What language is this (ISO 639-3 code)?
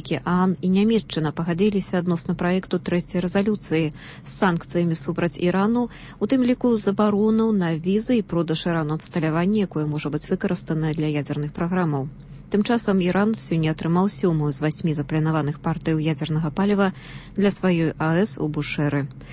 bel